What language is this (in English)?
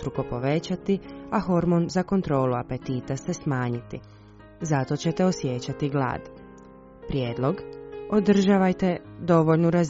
Croatian